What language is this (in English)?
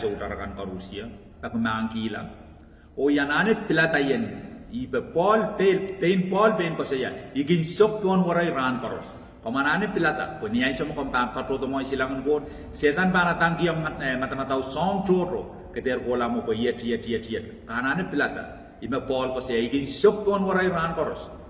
Pohnpeian